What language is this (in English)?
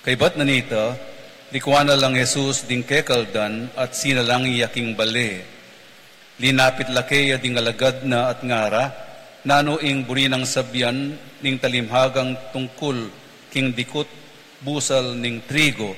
Pampanga